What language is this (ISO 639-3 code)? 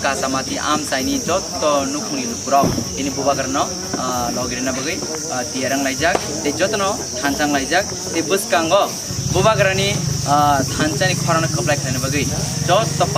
trp